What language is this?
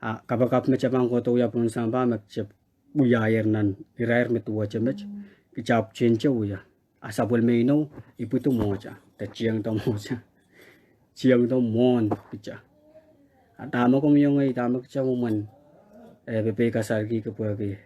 Pohnpeian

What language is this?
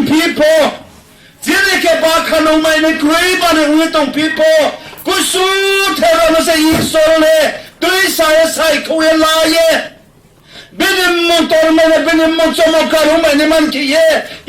Riang (India)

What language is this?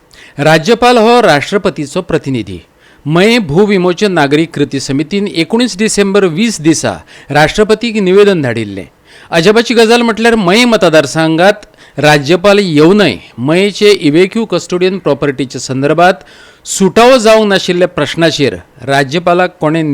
Konkani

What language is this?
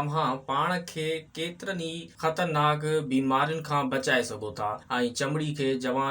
Sindhi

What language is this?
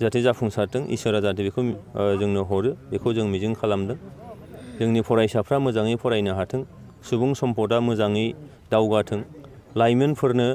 Bodo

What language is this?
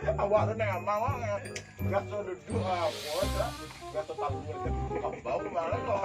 Minangkabau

